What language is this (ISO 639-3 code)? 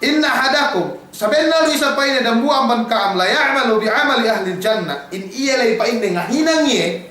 yka